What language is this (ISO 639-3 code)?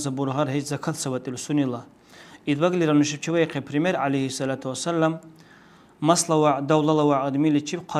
dar